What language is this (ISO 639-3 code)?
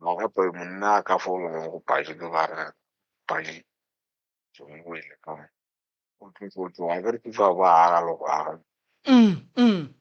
nso